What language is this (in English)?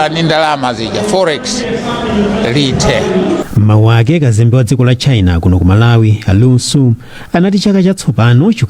Nyanja